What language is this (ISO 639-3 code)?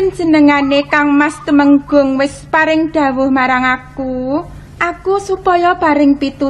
jav